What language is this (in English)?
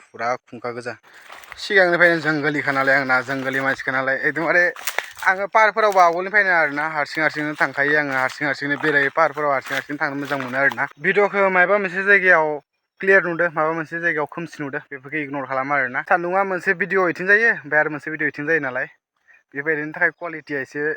Bodo